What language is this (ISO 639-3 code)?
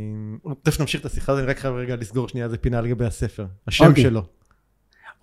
heb